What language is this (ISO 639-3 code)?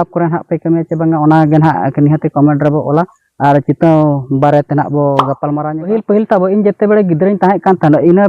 sat